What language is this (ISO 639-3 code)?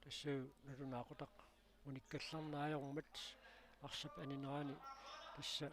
kal